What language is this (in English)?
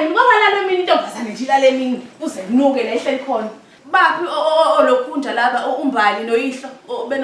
Zulu